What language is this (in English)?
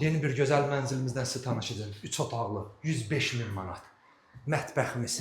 Azerbaijani